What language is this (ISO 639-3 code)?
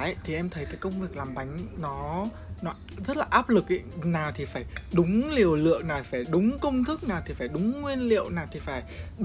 vie